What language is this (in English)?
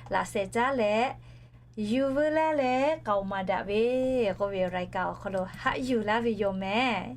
Lahu